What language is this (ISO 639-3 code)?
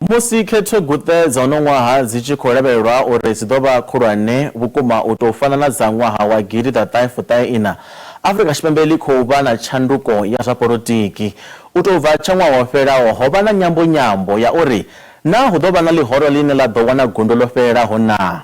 ven